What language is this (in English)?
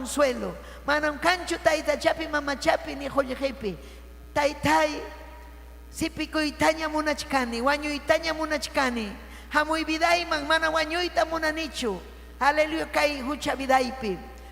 Ayacucho Quechua